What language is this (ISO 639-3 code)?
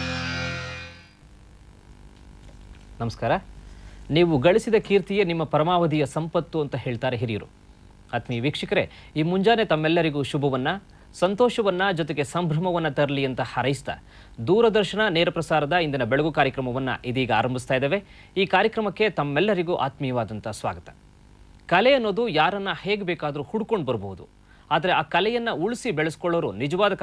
kan